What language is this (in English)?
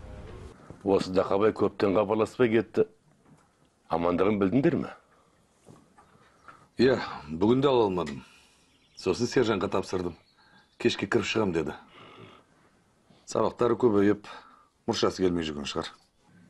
Kazakh